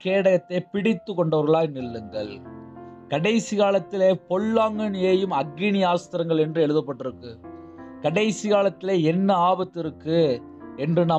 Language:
Tamil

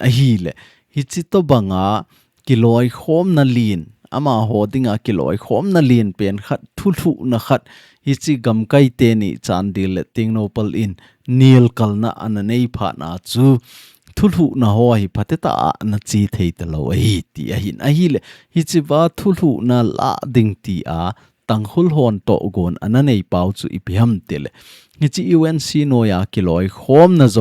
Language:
Thado Chin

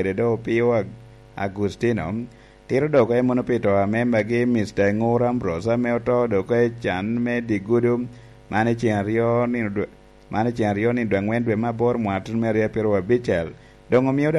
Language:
Lango (Uganda)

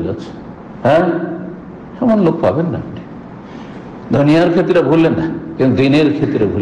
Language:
Bangla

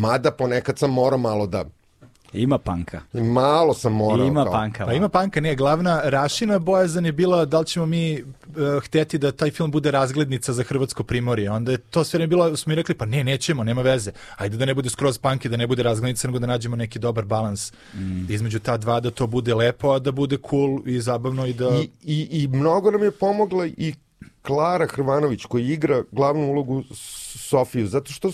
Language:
Serbian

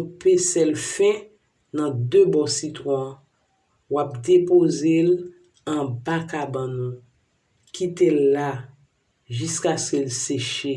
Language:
Haitian Creole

